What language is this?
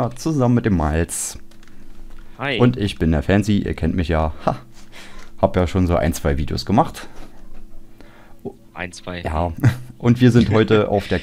German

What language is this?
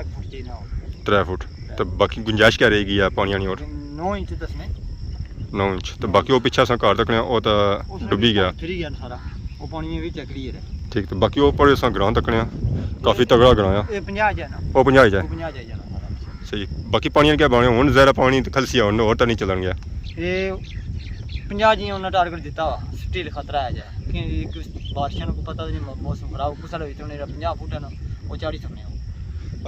Pahari-Potwari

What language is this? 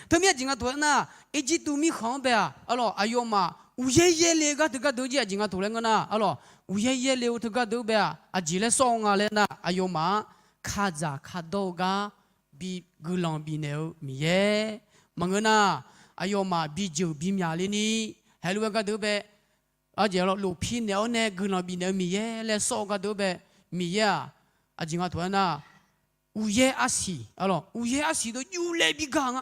Akha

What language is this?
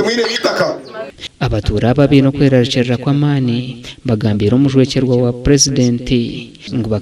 Nyankole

